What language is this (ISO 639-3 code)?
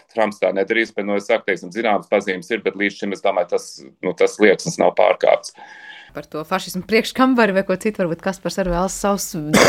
lav